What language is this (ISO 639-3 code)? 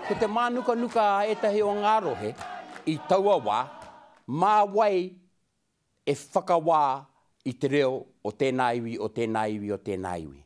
mri